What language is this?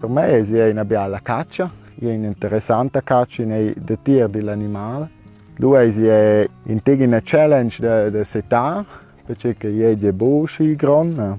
Romansh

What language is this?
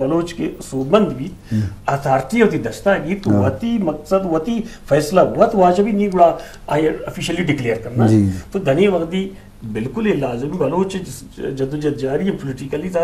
Eastern Balochi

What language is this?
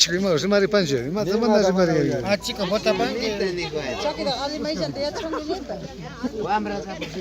Imbabura Highland Quichua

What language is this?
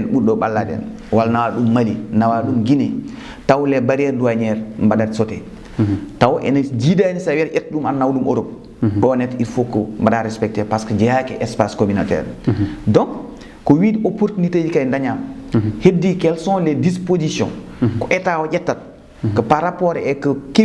Fula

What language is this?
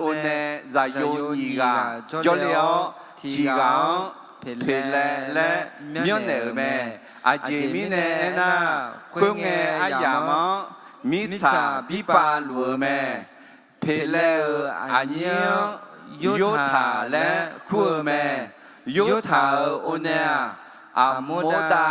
Akha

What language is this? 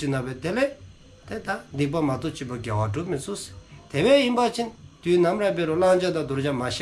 Dzongkha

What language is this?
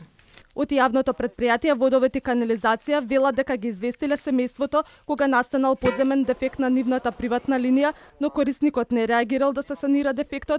Macedonian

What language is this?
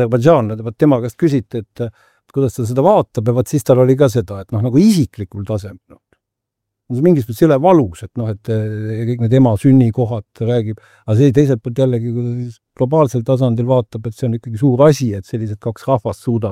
Estonian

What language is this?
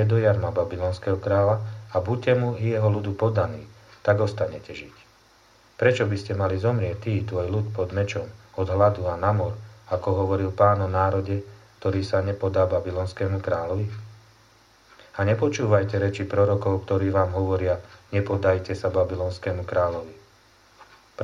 Slovak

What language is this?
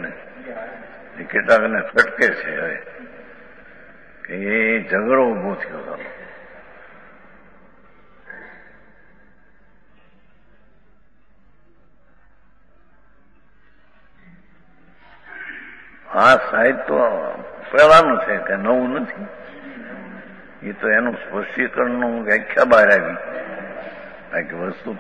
Gujarati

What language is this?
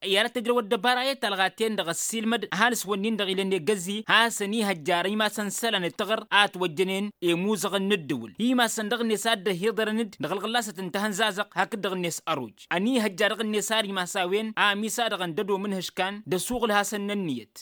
Tamasheq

